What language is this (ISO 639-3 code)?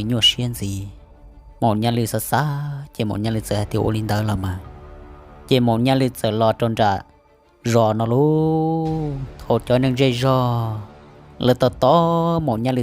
hmn